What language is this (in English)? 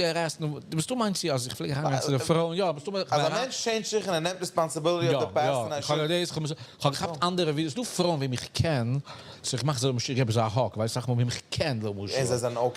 Yiddish